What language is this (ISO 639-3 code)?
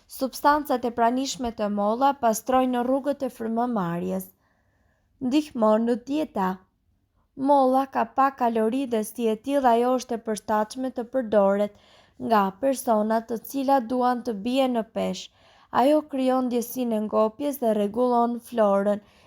sqi